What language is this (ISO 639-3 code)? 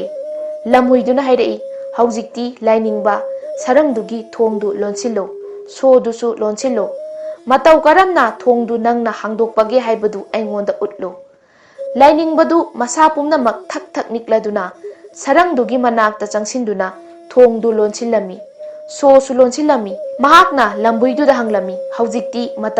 mni